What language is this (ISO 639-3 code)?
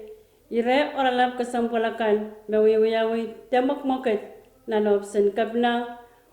pon